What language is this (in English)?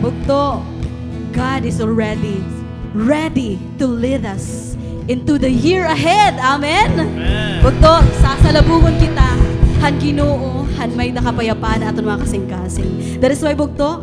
Waray